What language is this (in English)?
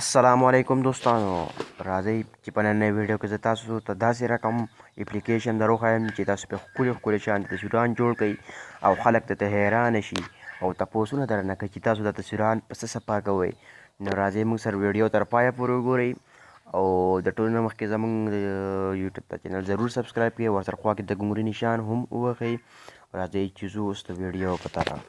Pashto